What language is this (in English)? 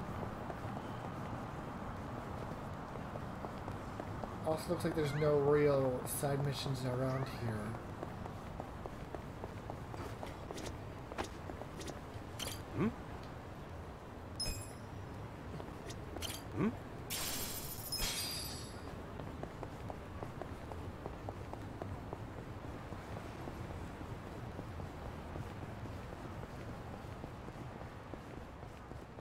English